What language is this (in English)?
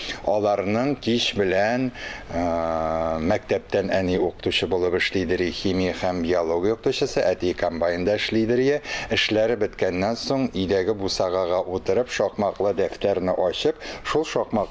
Tatar